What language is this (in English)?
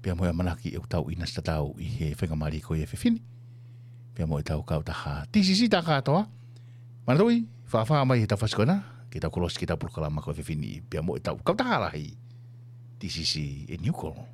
Tongan